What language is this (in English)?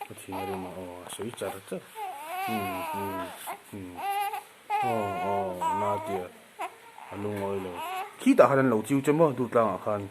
Mizo